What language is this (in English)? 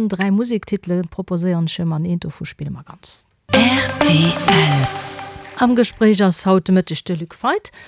Luxembourgish